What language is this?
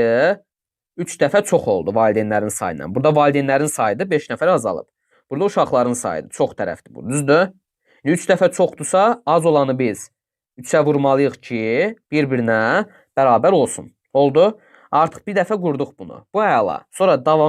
Azerbaijani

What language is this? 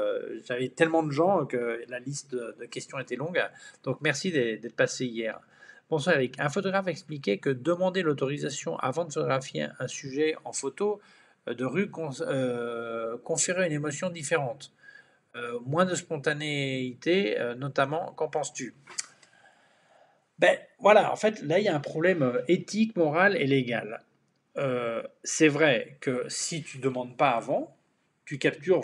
French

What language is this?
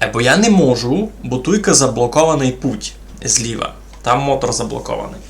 Rusyn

